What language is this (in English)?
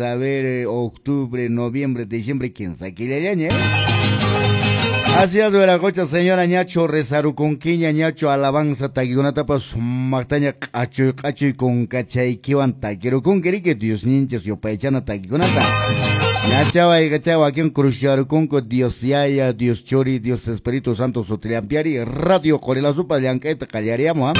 Quechua